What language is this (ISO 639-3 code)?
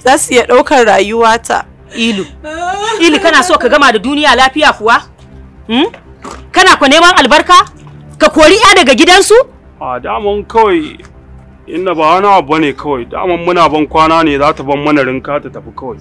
hau